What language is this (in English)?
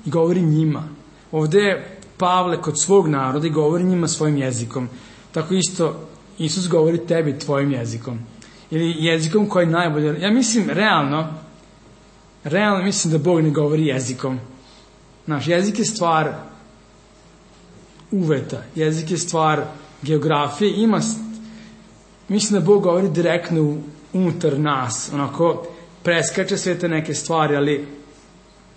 Serbian